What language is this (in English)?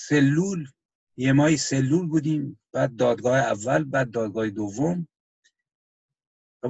Persian